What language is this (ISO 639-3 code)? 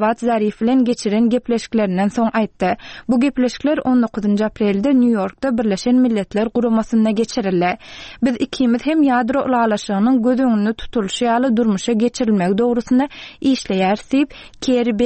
tuk